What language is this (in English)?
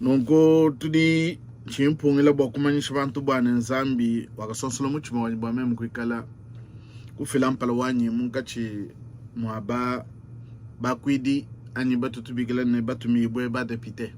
Luba-Lulua